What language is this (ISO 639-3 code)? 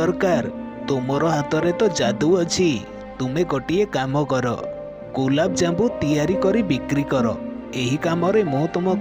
ori